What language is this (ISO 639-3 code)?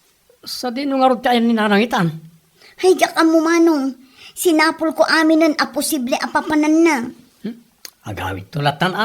ilo